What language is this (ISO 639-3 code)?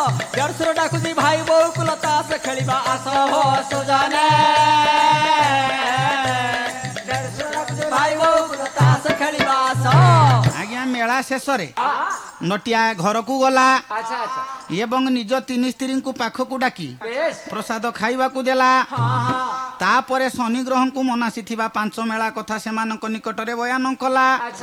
ori